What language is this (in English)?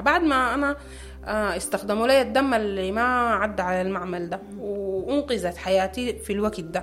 Sudanese Arabic